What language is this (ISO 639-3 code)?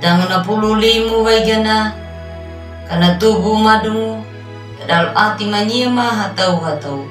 akg